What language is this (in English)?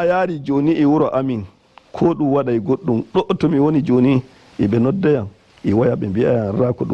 Nigerian Fulfulde